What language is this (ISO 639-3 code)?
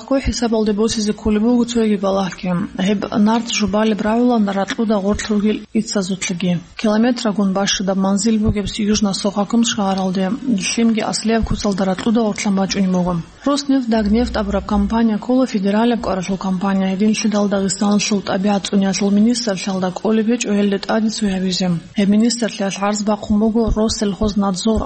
ava